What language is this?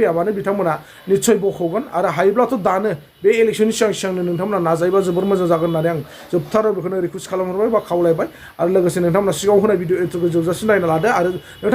Bodo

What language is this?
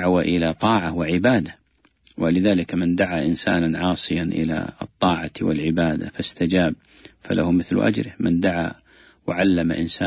Arabic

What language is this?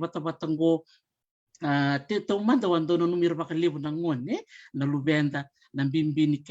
Fijian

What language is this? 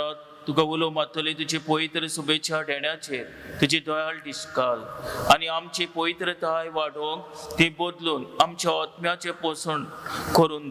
Konkani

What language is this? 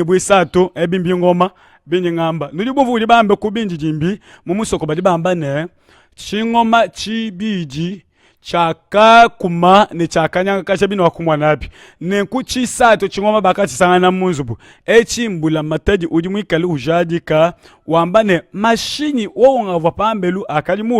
Luba-Lulua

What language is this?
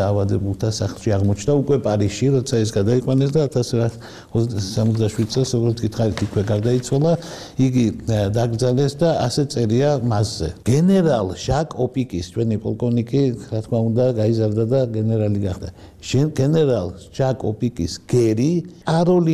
Georgian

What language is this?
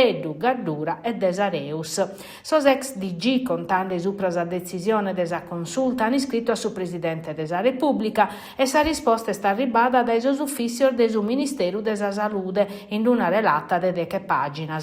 Sardinian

